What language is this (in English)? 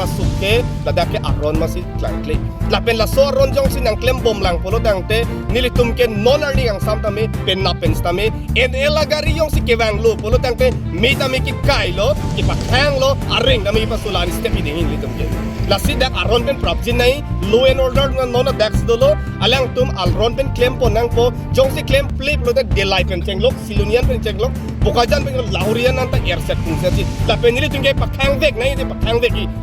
Karbi